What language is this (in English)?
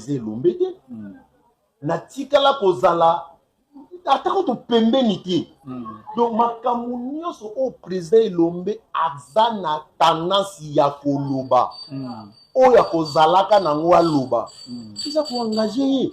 Lingala